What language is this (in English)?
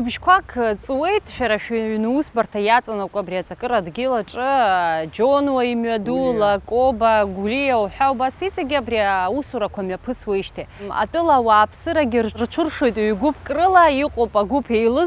Abkhazian